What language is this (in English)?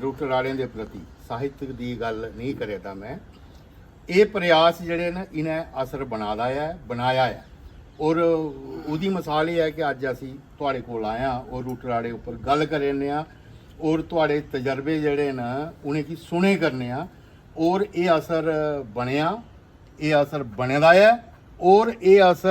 Dogri